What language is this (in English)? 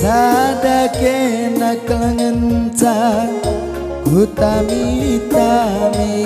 Batak Karo